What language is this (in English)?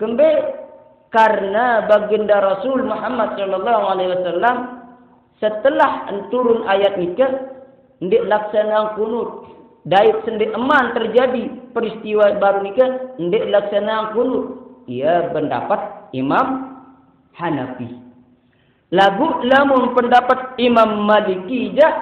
Sasak